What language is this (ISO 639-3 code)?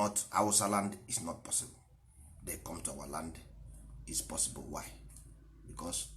ibo